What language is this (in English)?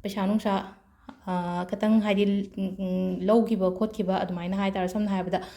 Manipuri